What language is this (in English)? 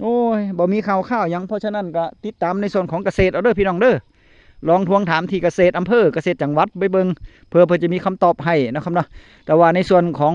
Northeastern Thai